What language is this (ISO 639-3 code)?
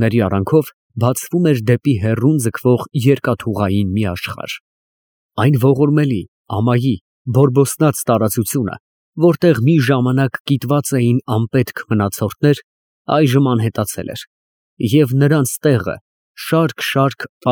hye